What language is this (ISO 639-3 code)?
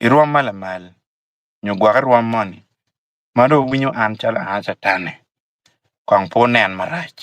ach